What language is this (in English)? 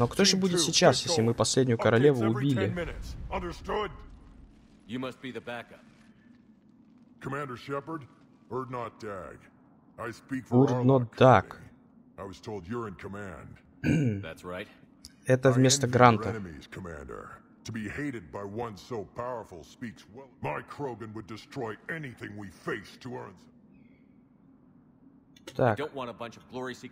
Russian